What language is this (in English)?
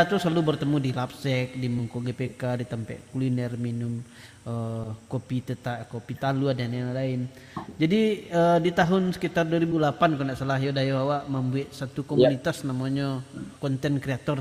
Minangkabau